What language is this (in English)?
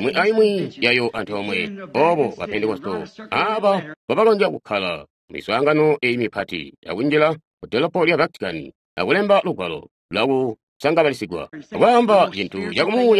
Tonga (Zambia)